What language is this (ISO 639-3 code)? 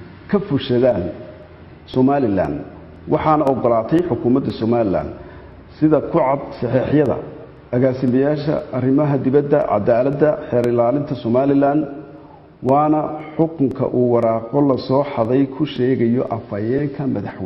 som